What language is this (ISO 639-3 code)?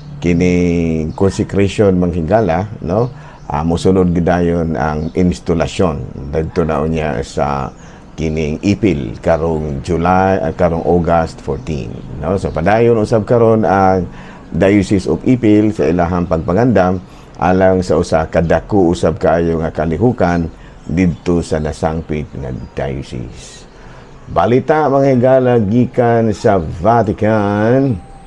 ceb